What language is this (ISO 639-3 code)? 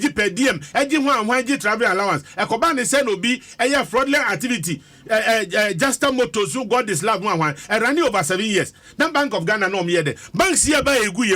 aka